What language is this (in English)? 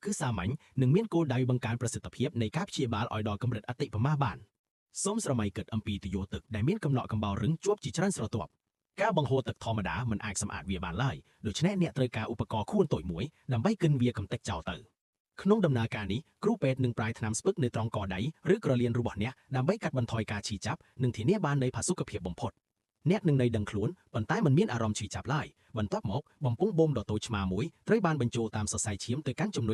Khmer